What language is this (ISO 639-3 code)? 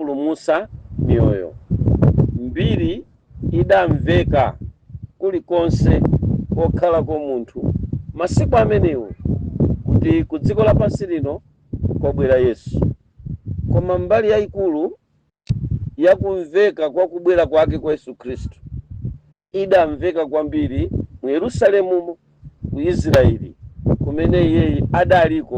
nya